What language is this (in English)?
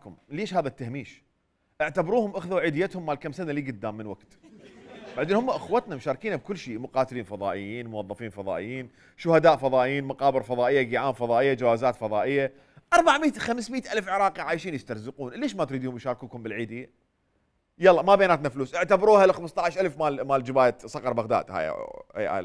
Mesopotamian Arabic